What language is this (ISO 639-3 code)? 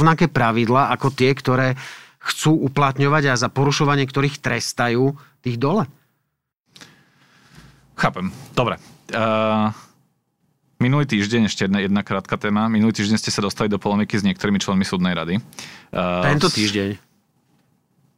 slk